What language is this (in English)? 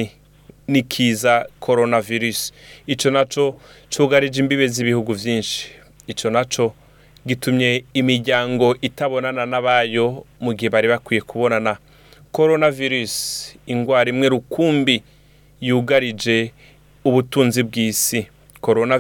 Rundi